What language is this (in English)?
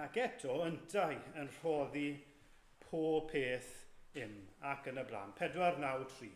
Welsh